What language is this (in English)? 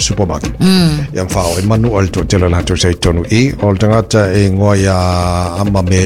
Samoan